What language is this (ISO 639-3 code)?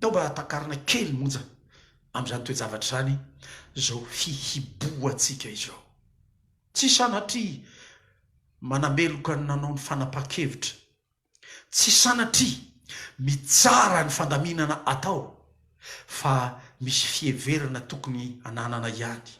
mlg